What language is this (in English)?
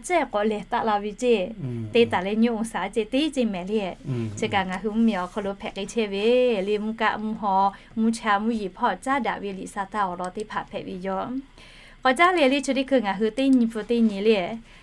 Lahu